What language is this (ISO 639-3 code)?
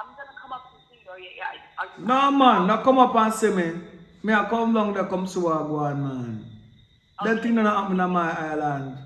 jam